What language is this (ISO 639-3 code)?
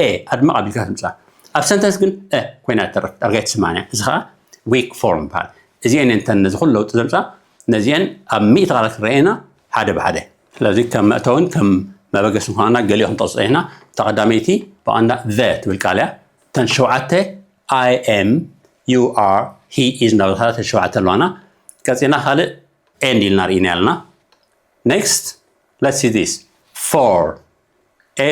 tir